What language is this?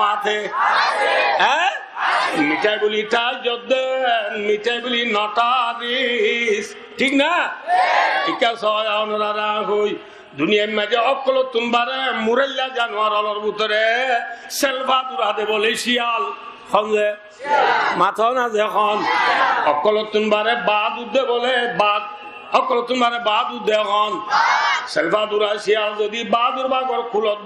Rohingya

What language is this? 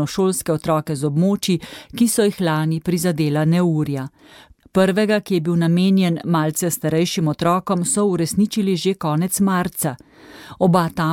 Slovenian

